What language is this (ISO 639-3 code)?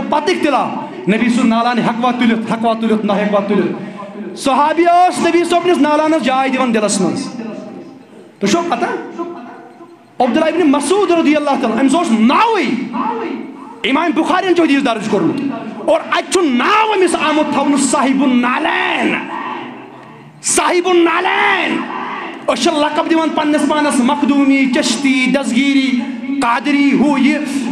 kas